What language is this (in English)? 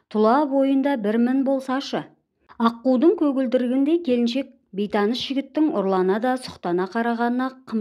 Kazakh